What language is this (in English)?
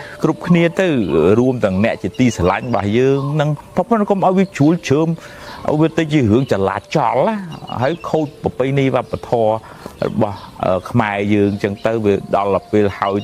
Khmer